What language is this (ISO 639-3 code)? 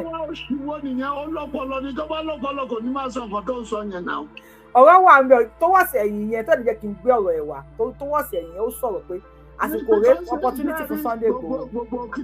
yor